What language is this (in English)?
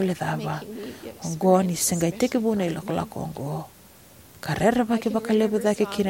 Fijian